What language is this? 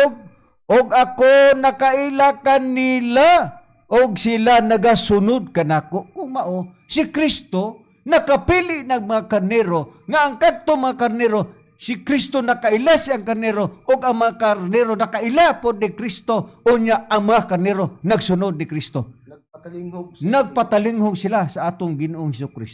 Cebuano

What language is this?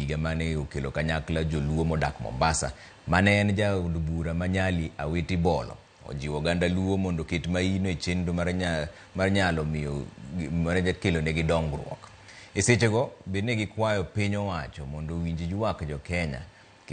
Luo (Kenya and Tanzania)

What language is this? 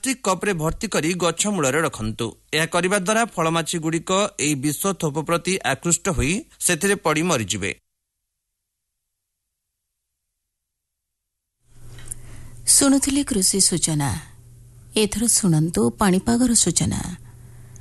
Odia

